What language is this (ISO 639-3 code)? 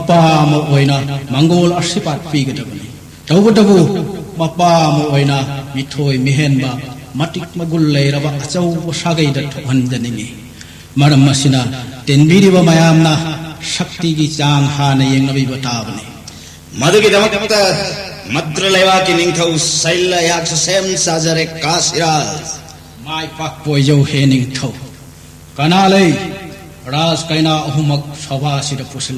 mni